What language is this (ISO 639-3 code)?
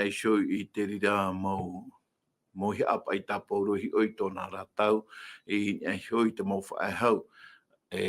tah